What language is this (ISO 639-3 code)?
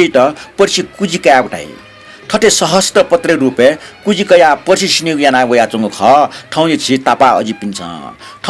new